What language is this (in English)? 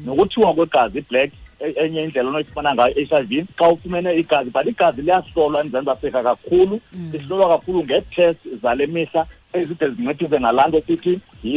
Xhosa